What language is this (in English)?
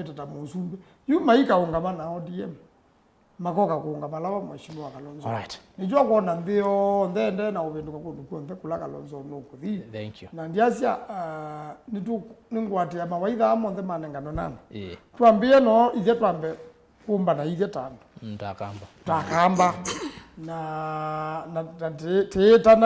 Kamba